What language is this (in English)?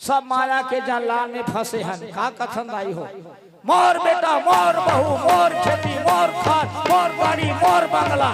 Chhattisgarhi